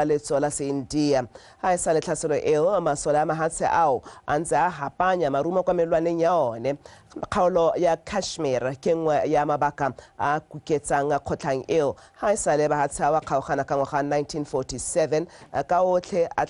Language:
Tswana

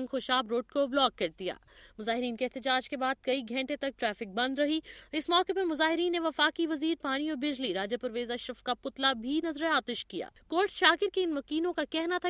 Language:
Urdu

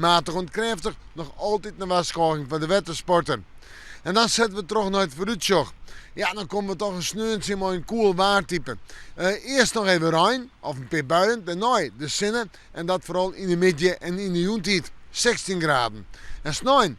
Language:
Western Frisian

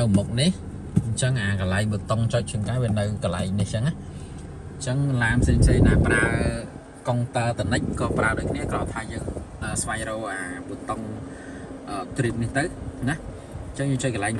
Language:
Khmer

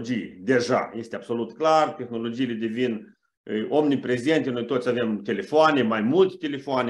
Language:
Romanian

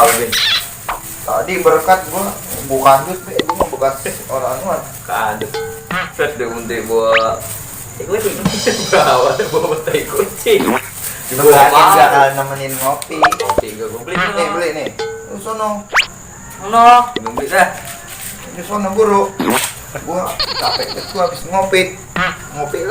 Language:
Betawi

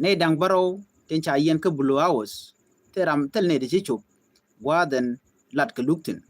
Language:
Nuer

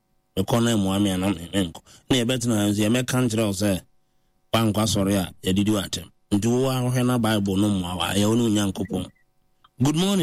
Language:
Akan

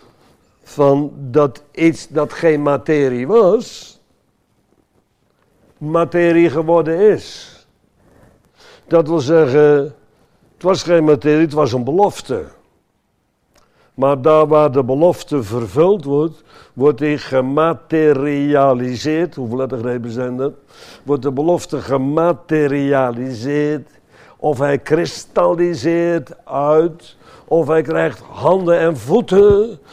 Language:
Dutch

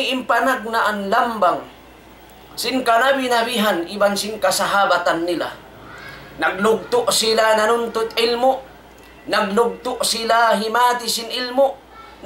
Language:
Tausug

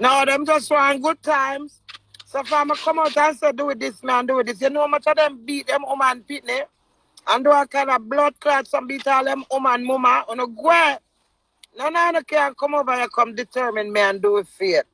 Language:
Jamaican Creole English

